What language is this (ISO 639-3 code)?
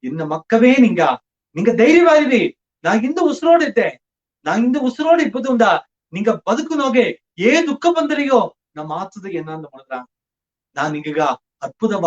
bfq